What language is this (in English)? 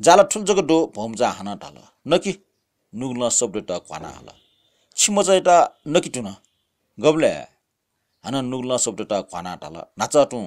Newari